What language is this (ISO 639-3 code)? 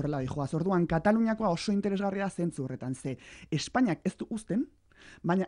eus